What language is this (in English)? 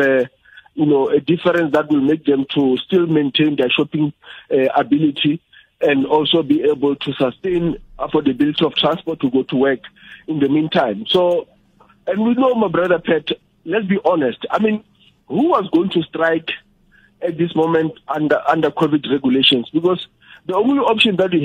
Tsonga